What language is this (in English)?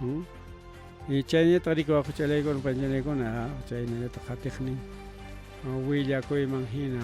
Ayacucho Quechua